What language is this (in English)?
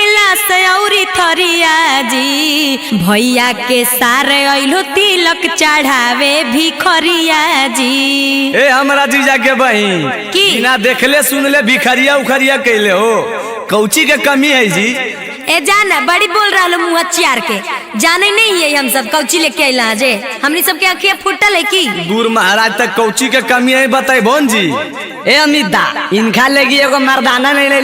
Magahi